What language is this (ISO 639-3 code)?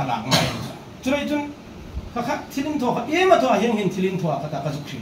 hmr